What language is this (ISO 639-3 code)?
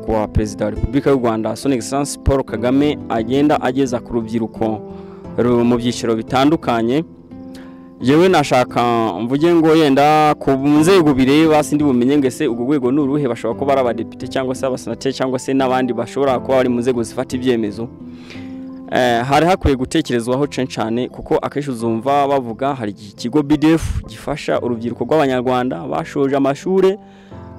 kin